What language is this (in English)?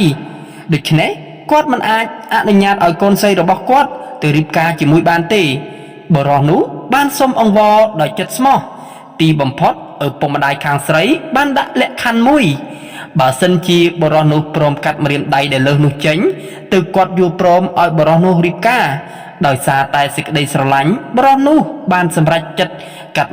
Khmer